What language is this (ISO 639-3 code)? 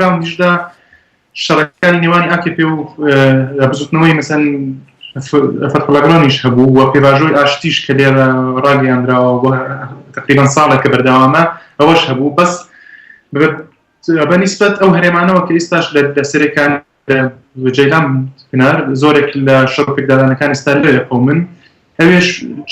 ckb